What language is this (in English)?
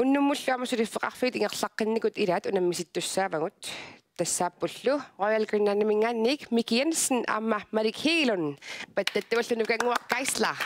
Kalaallisut